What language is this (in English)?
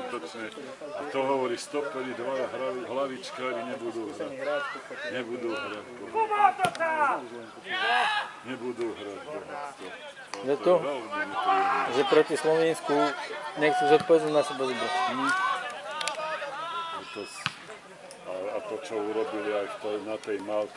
Slovak